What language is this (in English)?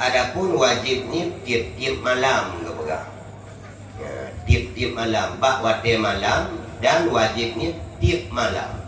Achinese